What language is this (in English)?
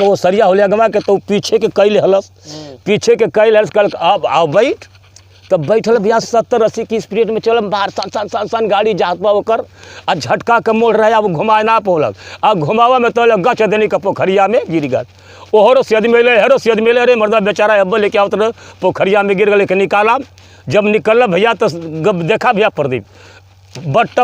Bhojpuri